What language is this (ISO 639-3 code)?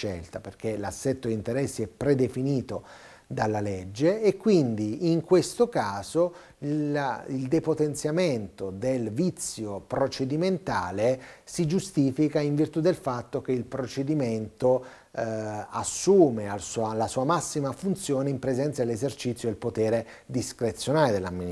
ita